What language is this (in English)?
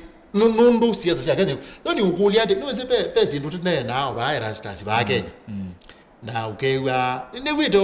Kamba